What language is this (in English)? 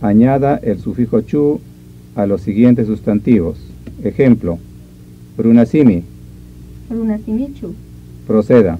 Ayacucho Quechua